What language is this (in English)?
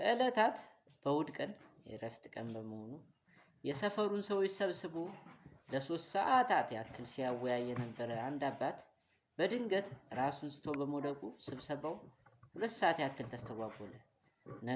Amharic